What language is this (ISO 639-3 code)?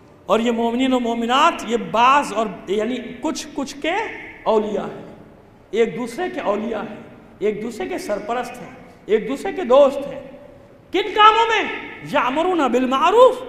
urd